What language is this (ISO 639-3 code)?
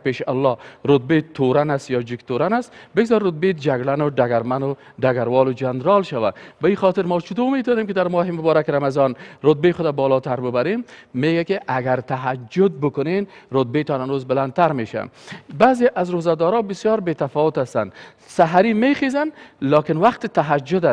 fas